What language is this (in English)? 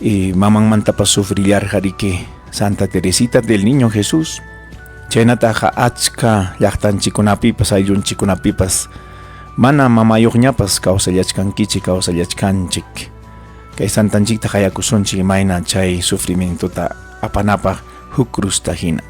Ayacucho Quechua